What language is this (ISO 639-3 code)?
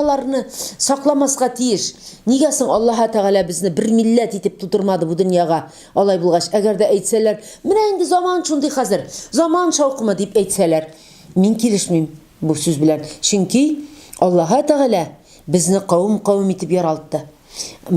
tat